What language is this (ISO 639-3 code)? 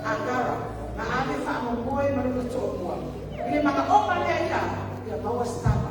smo